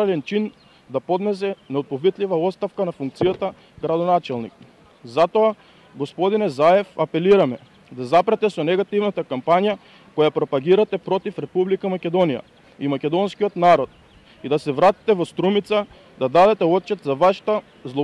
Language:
Macedonian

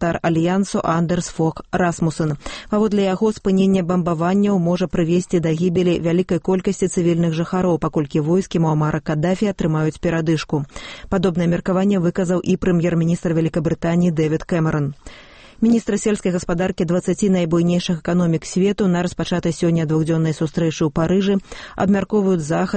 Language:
Belarusian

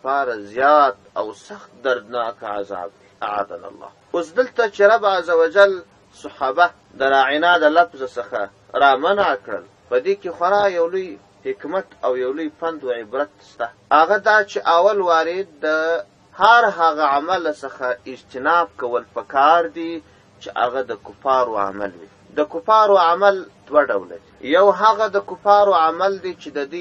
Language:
Pashto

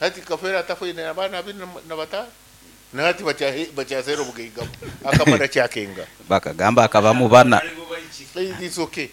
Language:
Nyankole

